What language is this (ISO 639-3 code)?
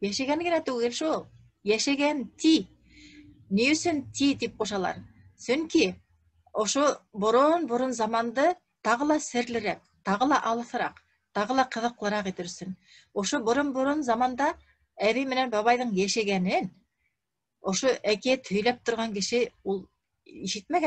bak